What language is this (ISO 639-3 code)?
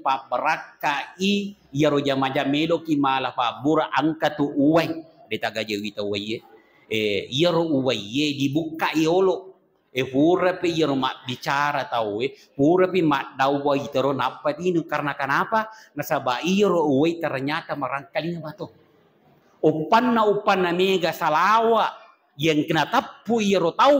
bug